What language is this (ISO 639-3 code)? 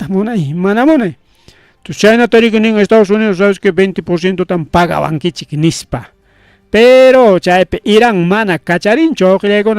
quy